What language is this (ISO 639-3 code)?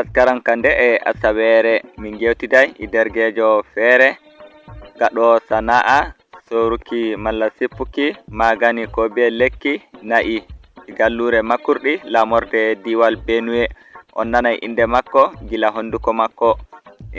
ful